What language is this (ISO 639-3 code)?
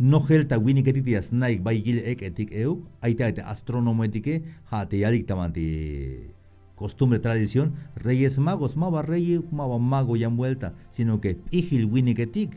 tzh